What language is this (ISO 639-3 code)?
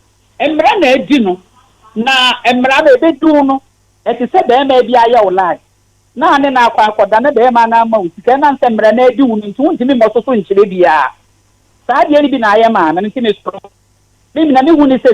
aka